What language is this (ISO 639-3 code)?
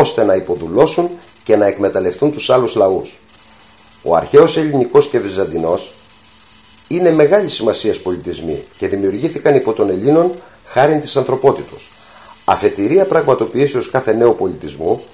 ell